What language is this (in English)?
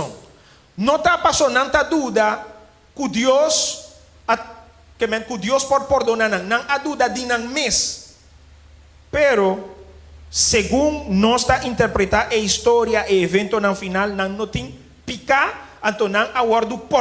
Papiamento